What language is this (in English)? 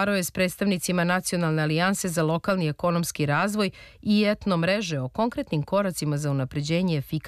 Serbian